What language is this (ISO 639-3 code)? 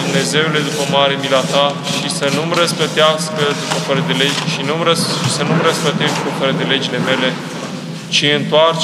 ron